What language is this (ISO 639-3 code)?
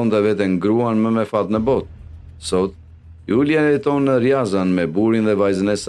sqi